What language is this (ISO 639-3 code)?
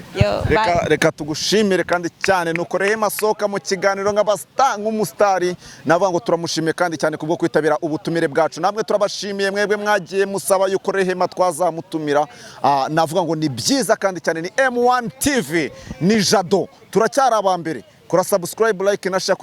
kin